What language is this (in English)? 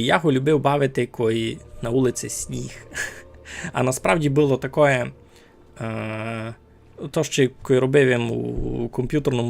Rusyn